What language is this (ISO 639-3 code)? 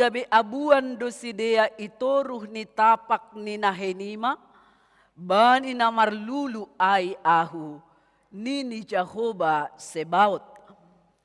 bts